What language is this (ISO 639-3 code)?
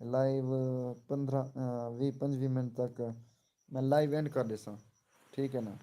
skr